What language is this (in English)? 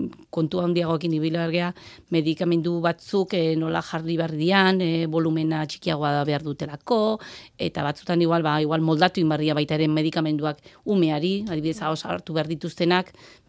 Basque